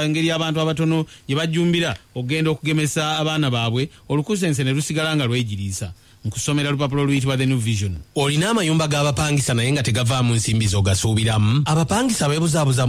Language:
Ganda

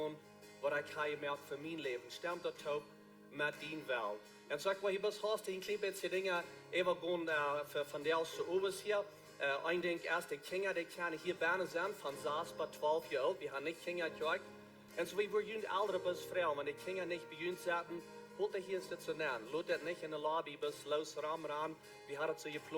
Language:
Plautdietsch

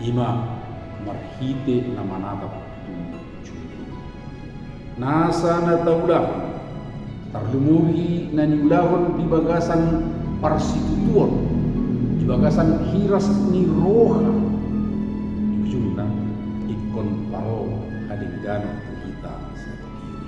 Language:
Batak Toba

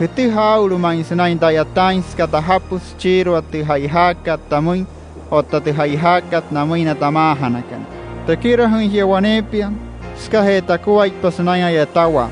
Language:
Wayuu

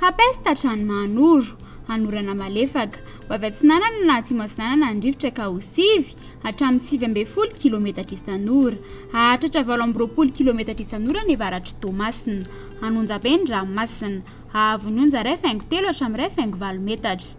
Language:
Malagasy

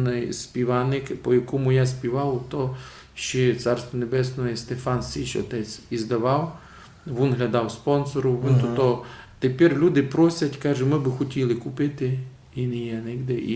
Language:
Rusyn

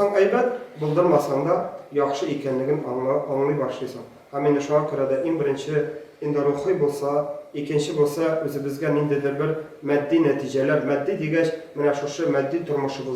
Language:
Tatar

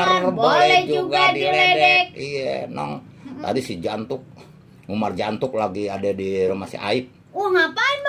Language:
Betawi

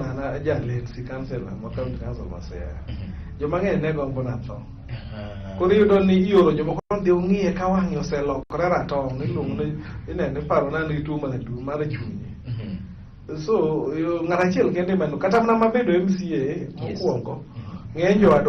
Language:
Luo (Kenya and Tanzania)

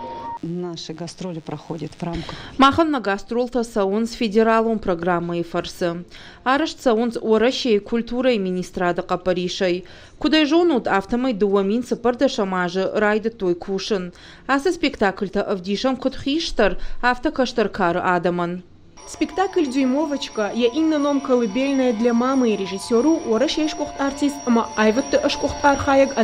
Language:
Ossetic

